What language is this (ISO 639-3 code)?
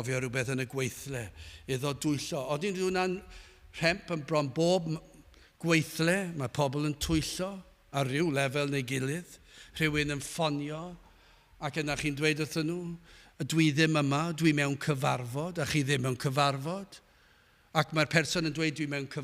cym